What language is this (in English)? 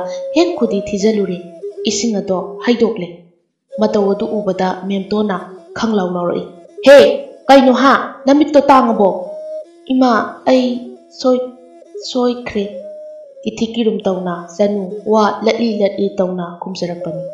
Manipuri